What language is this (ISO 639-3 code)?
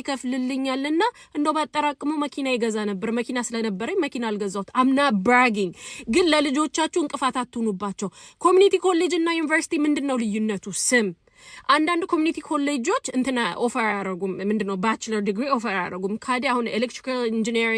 amh